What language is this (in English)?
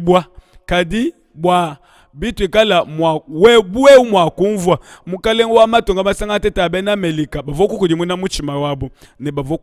Luba-Lulua